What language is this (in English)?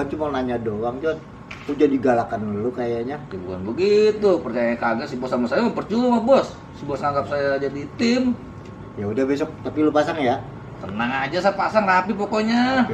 Betawi